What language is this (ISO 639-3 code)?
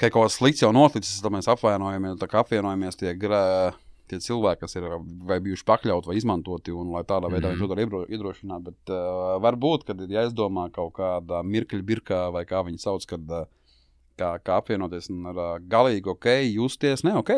lav